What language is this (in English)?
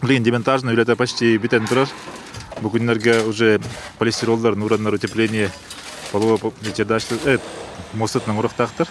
Yakut